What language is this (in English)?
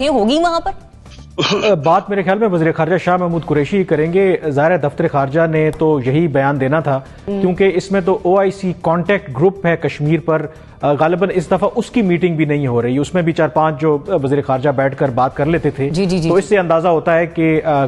Urdu